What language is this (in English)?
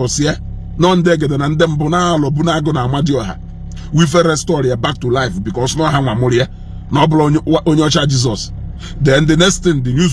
Igbo